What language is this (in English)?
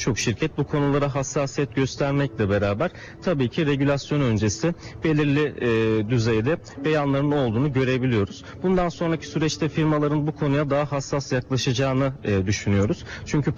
Turkish